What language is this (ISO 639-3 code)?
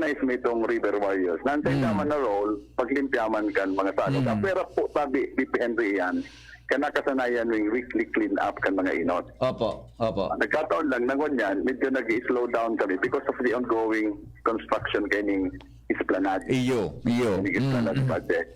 bik